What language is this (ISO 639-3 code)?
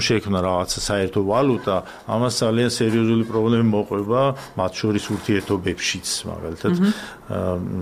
kat